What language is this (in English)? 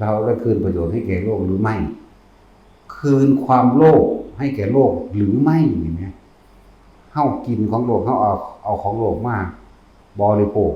Northeastern Thai